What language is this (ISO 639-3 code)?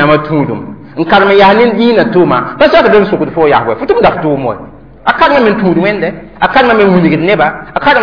mos